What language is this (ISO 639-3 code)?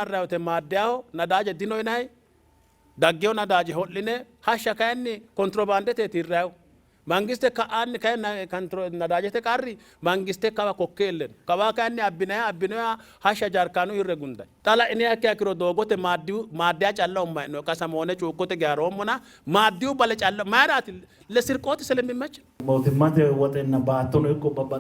sid